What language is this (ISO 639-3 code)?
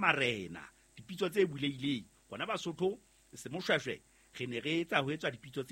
sot